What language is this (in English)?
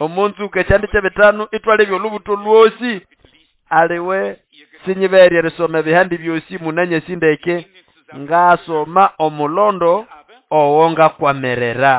Nande